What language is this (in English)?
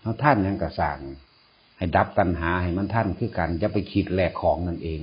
Northeastern Thai